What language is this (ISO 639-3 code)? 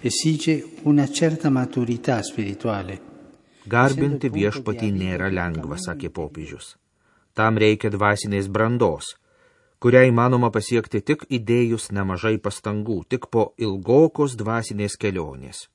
lit